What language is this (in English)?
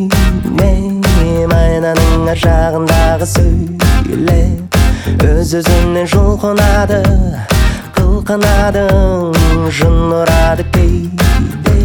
Kazakh